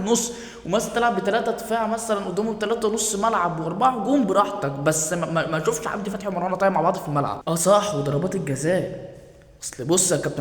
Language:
Egyptian Arabic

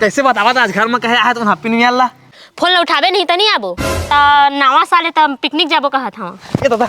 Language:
Chhattisgarhi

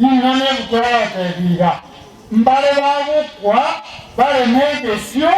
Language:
Gusii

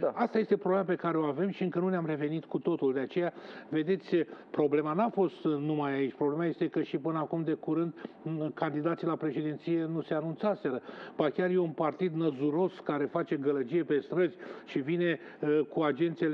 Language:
Romanian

